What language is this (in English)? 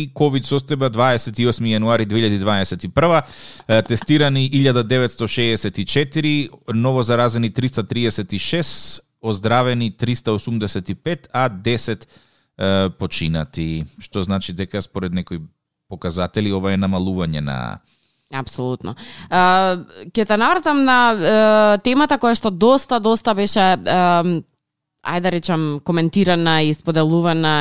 Macedonian